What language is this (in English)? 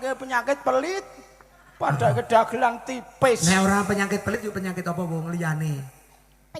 Javanese